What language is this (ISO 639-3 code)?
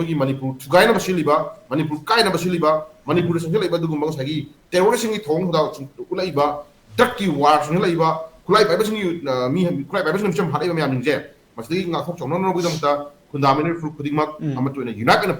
mni